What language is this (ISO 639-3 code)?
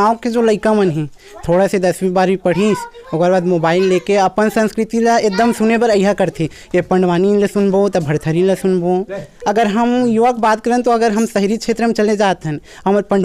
hne